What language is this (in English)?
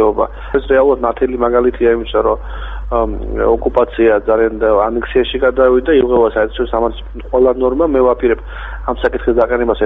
Georgian